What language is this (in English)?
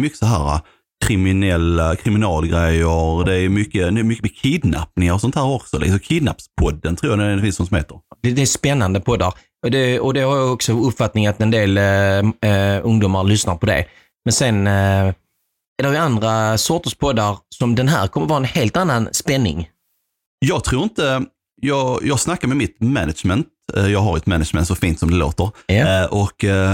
Swedish